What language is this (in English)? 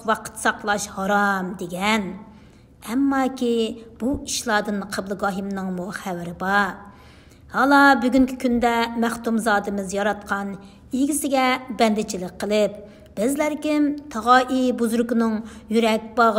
Uyghur